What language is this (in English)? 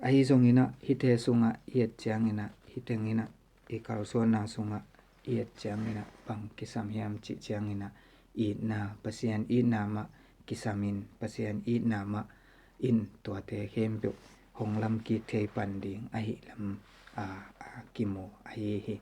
Tedim Chin